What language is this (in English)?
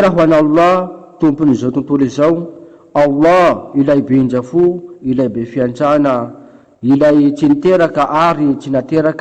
Malagasy